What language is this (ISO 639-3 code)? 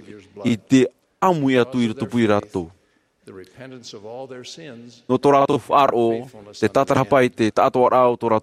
tah